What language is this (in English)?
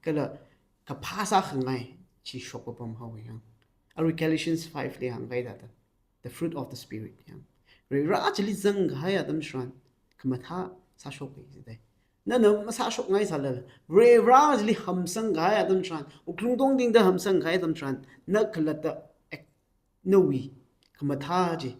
Tangkhul Naga (India)